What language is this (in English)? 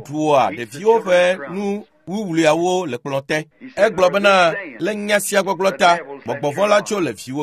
Ewe